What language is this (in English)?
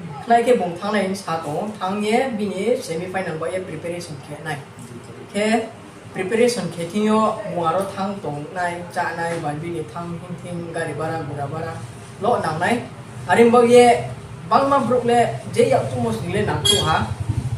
Riang (India)